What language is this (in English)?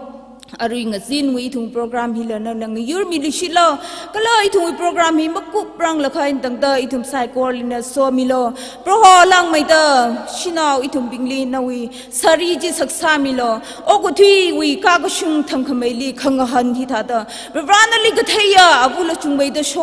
Tangkhul Naga (India)